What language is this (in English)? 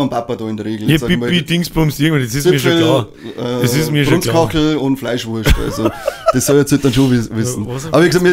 Bavarian